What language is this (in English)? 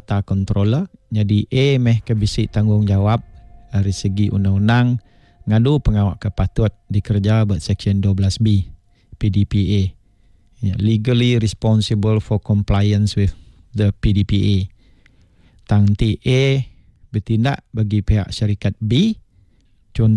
Iban